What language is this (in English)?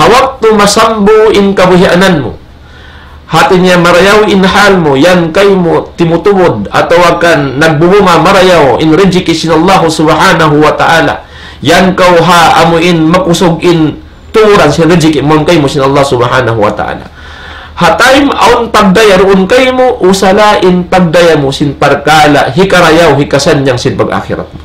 Tausug